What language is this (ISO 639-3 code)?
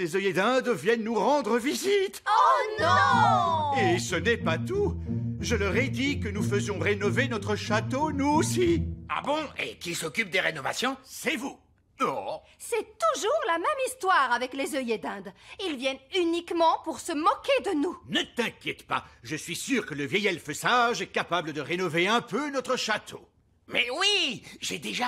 fra